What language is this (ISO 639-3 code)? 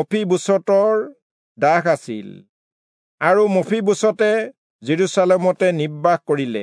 asm